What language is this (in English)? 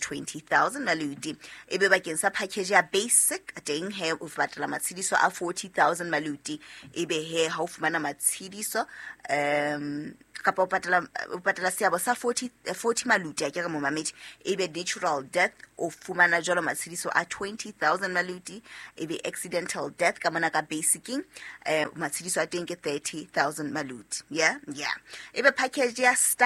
Southern Sotho